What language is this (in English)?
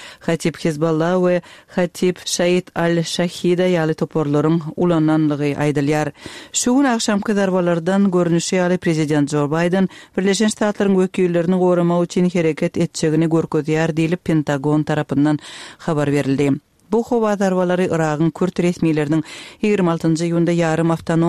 Kyrgyz